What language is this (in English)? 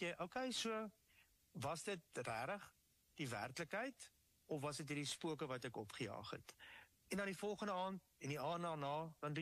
Afrikaans